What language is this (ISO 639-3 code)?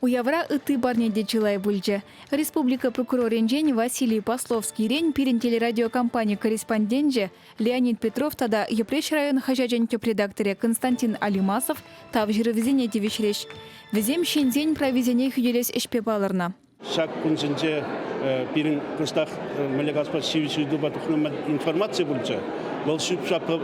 chv